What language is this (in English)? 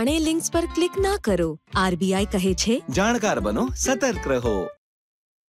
Gujarati